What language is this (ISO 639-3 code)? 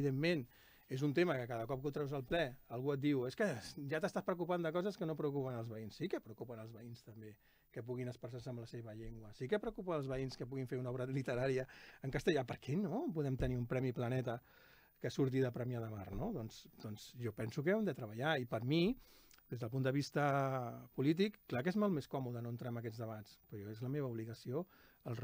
cat